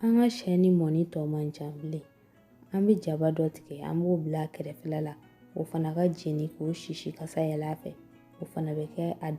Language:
Bambara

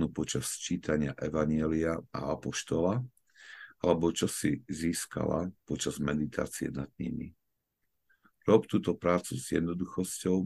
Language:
Slovak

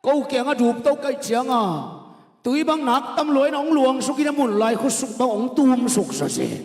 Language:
Tedim Chin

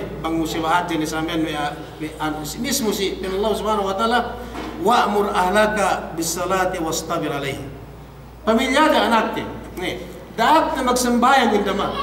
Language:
Yakan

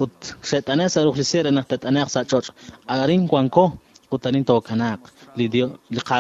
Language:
Kekchí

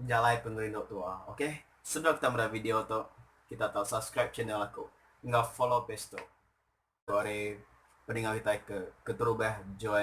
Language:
Iban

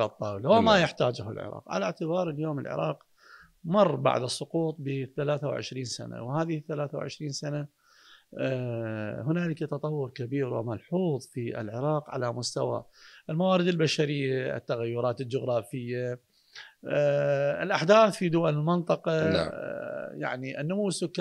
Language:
Mesopotamian Arabic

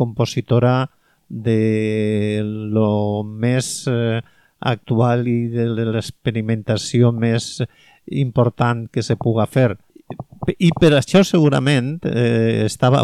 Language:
Catalan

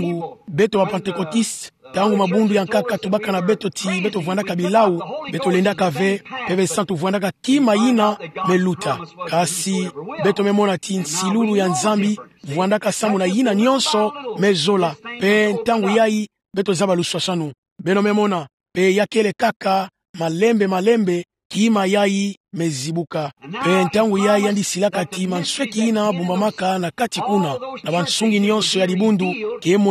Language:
Kituba (Democratic Republic of Congo)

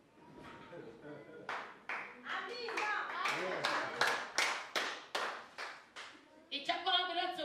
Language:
Kinyarwanda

